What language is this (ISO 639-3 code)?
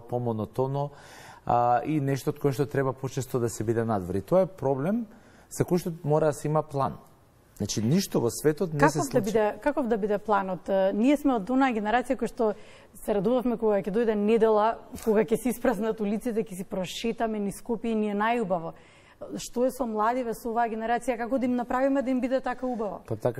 mkd